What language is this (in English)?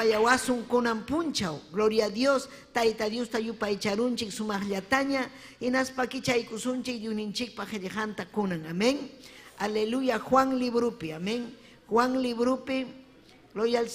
Ayacucho Quechua